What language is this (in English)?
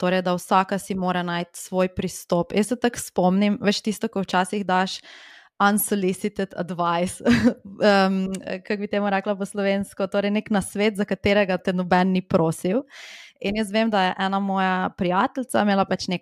Slovenian